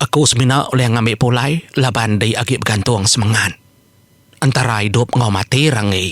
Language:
Iban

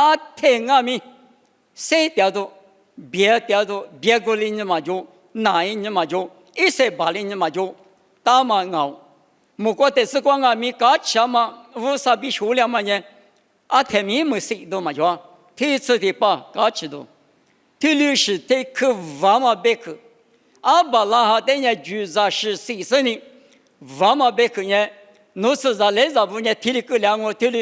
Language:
Lisu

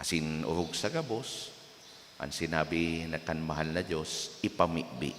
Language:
Bikol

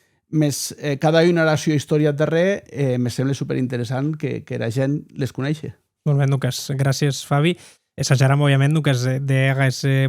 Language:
Occitan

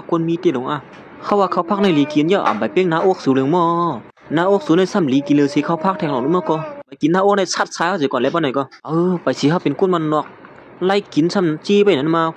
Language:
Shan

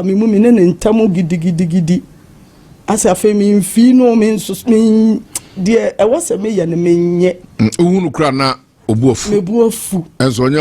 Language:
Akan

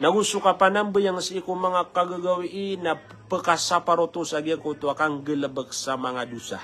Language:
Maranao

